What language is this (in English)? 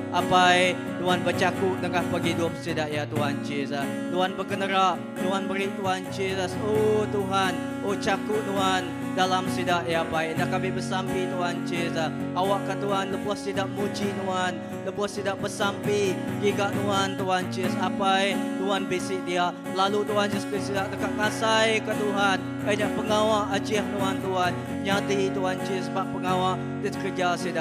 Iban